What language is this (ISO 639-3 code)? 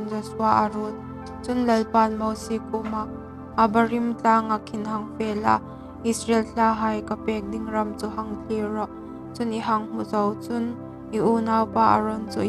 hmr